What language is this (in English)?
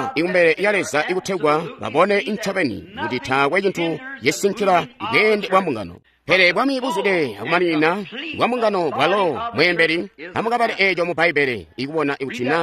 Tonga (Zambia)